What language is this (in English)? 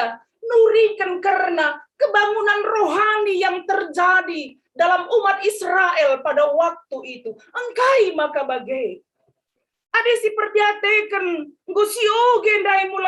Batak Karo